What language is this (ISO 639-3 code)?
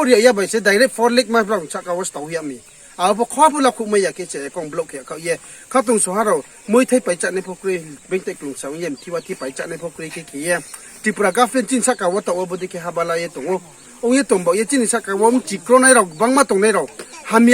ria